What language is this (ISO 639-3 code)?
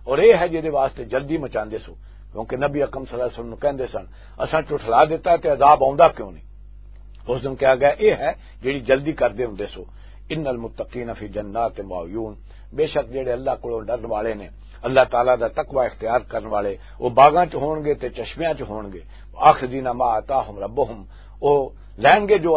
lah